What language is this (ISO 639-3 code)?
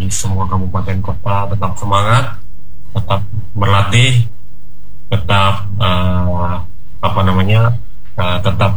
ind